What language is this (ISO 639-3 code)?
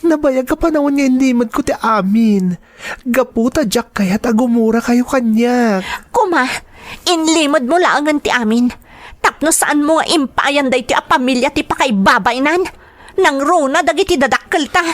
ilo